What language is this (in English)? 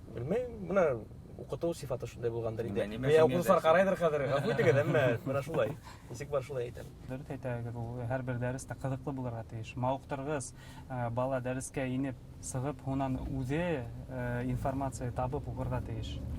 Bashkir